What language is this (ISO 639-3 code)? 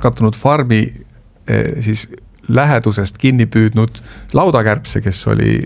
est